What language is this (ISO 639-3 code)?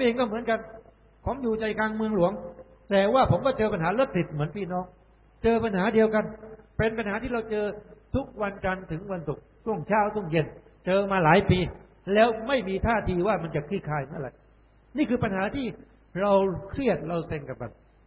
tha